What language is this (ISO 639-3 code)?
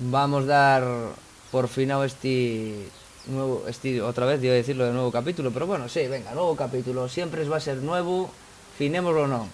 ast